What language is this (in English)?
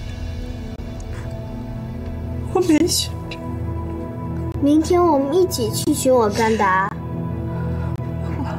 Chinese